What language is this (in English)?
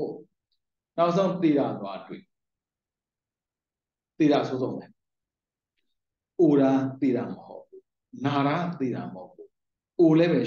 Burmese